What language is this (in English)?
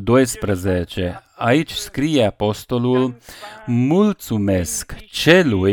Romanian